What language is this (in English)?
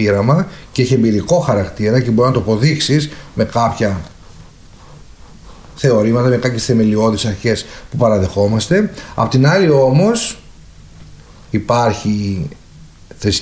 Greek